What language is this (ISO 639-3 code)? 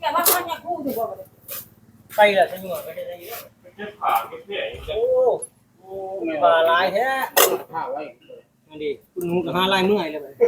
tts